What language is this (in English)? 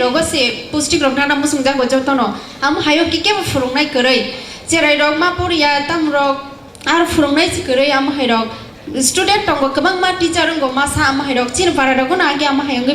Kok Borok